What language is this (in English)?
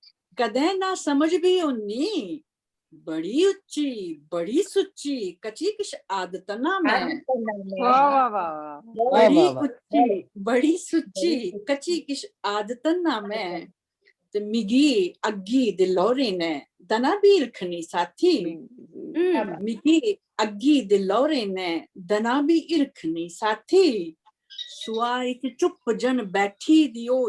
Dogri